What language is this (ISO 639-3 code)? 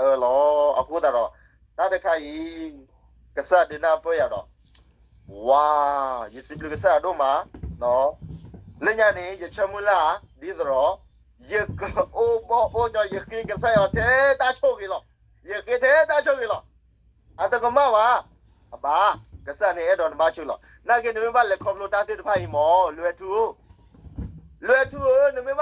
ksw